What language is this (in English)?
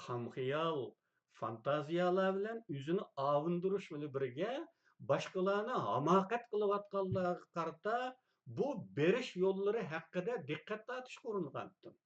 Uyghur